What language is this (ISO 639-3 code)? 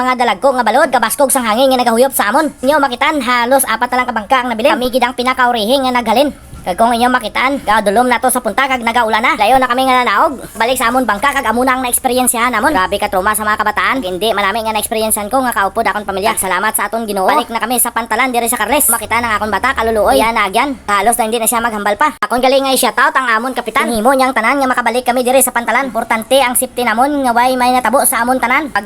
hil